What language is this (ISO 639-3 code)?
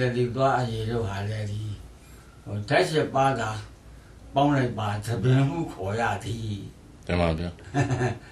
mya